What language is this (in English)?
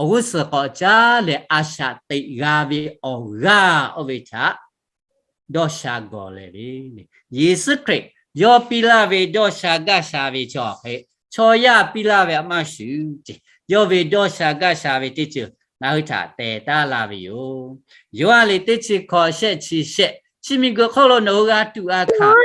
Lahu